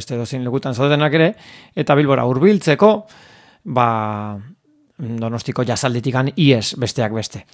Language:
Basque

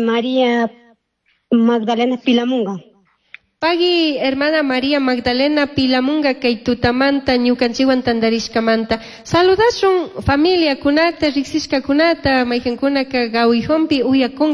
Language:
Chimborazo Highland Quichua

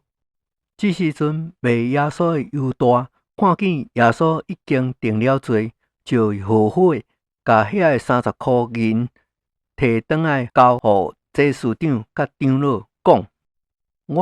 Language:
Min Nan Chinese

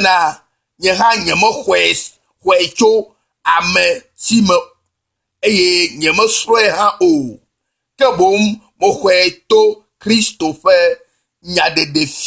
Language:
Ewe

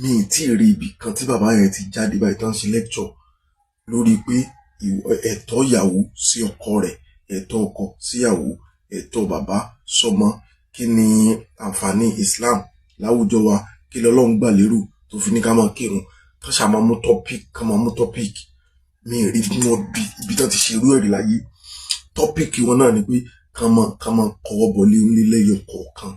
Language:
Yoruba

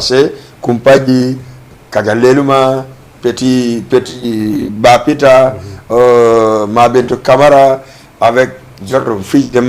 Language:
Fula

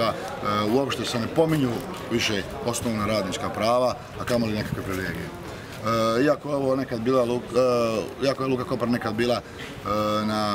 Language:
Bosnian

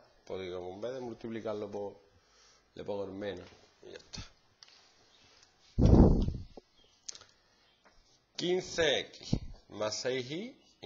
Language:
Spanish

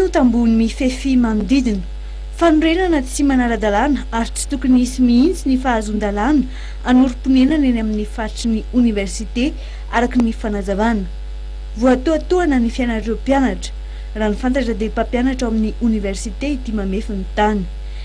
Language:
Malagasy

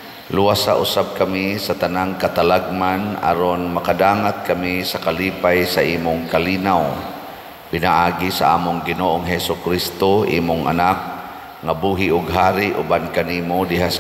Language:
Cebuano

